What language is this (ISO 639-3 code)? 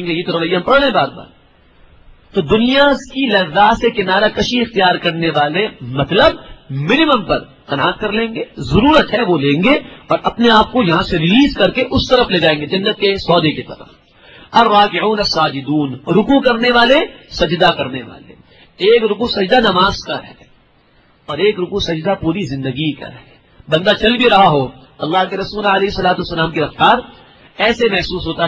urd